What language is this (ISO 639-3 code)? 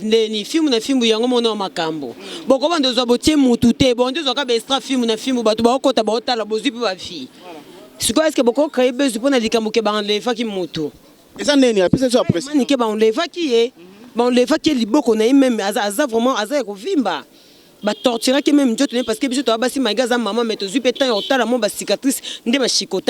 lin